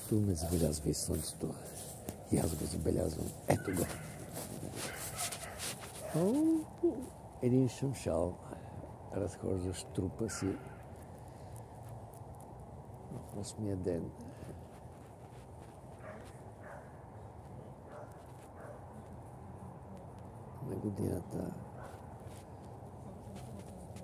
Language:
Bulgarian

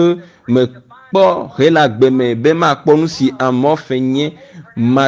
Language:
Ewe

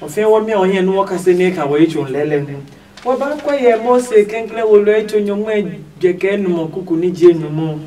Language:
Adangme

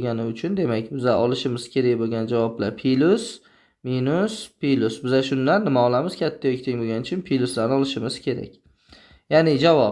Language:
Uzbek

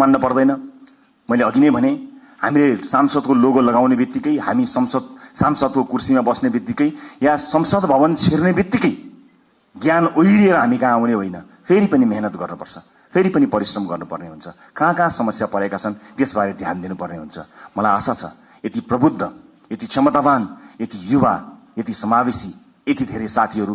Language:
Nepali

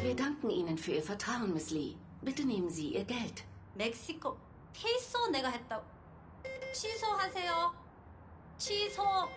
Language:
Swiss German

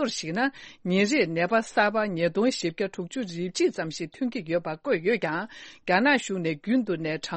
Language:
Tibetan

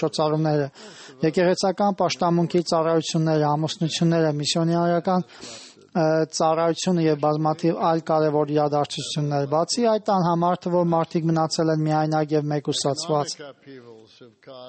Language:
Armenian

